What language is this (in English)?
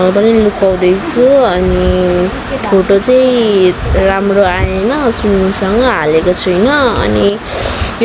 Nepali